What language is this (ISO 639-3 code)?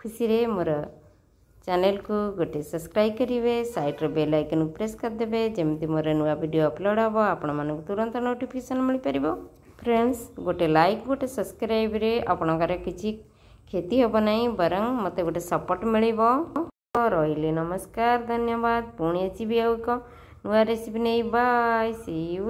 ori